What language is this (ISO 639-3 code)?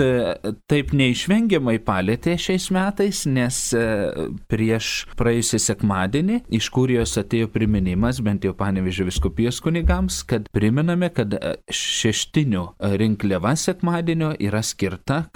lit